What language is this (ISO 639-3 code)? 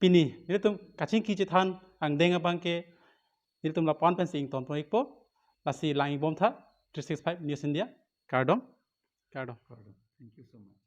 mjw